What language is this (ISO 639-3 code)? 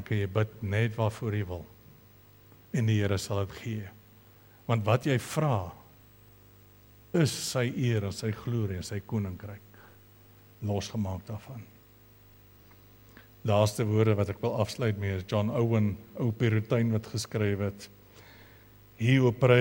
afr